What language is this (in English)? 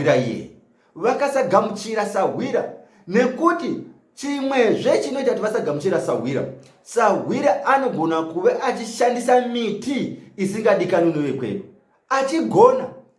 Shona